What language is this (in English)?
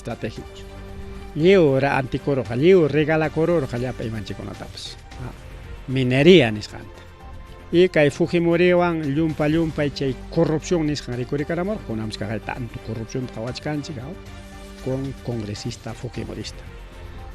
Ayacucho Quechua